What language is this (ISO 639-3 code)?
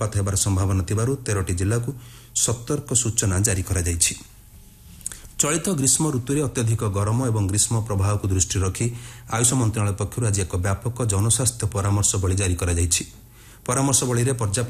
ori